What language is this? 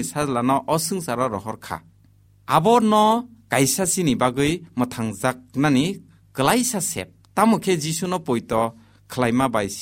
Kok Borok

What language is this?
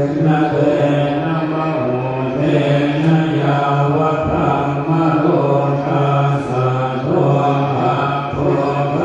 Pali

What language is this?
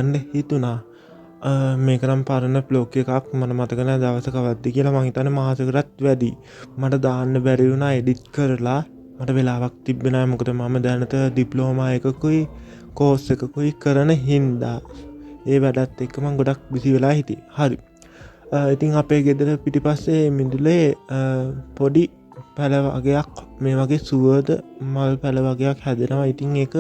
Sinhala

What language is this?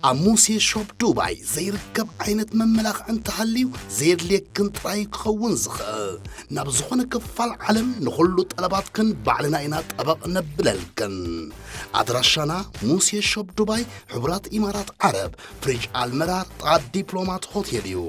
Tigrinya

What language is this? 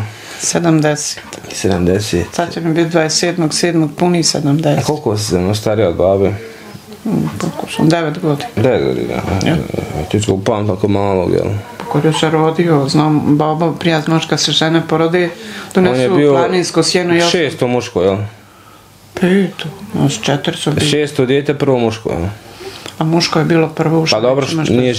Bosnian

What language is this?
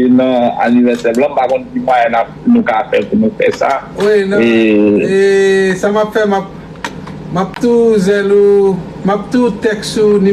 Haitian Creole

